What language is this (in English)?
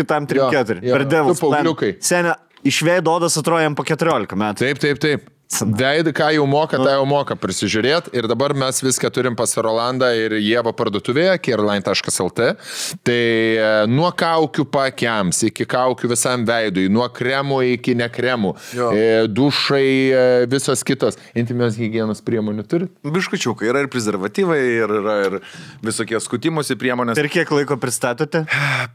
Lithuanian